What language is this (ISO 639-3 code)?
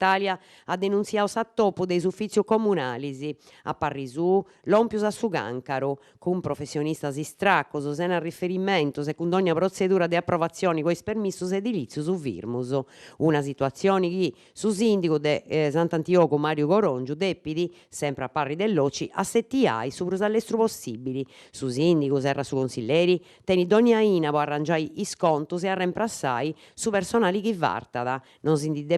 srd